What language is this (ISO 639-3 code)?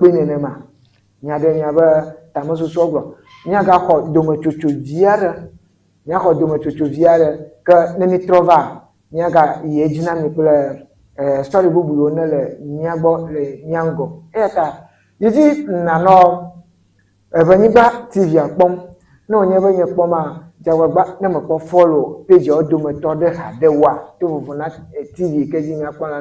ewe